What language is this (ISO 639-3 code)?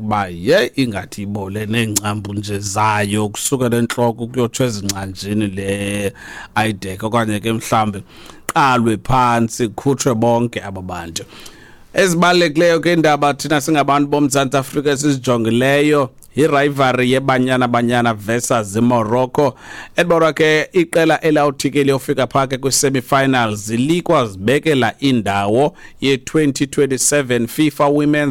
xho